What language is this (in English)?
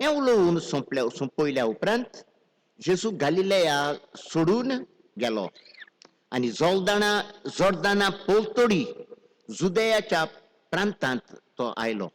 Konkani